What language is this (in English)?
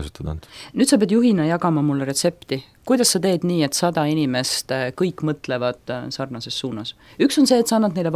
Estonian